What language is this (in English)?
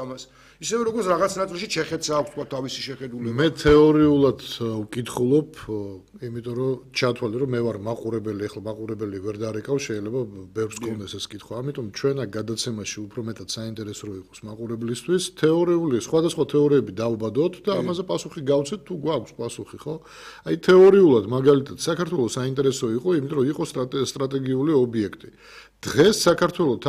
Georgian